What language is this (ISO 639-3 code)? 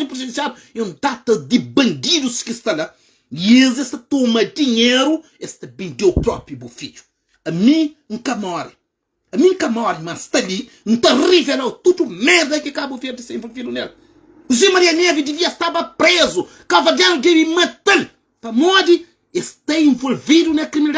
kea